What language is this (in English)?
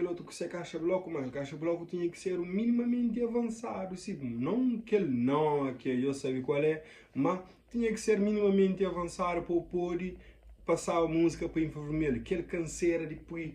Kabuverdianu